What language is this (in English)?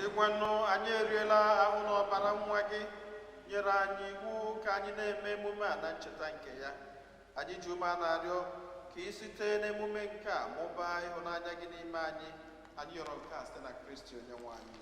Igbo